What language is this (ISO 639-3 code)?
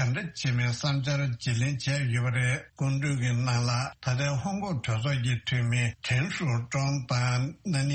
bod